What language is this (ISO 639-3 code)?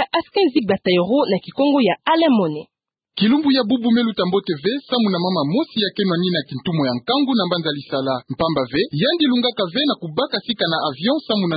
ktu